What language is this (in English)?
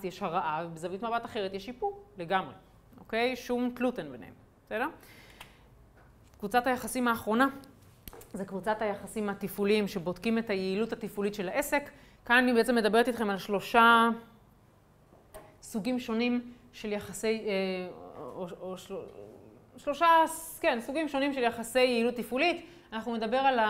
Hebrew